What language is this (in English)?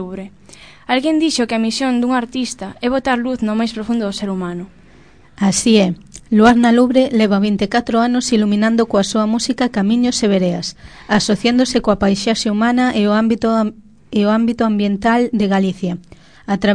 Galician